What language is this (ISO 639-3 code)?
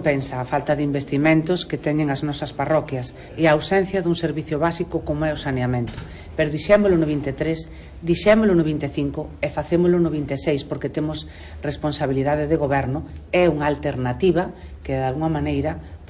glg